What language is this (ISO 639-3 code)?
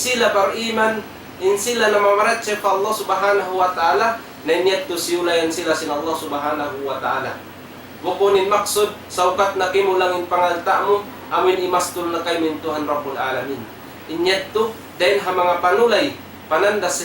tsg